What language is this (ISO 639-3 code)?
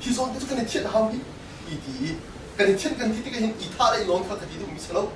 cnh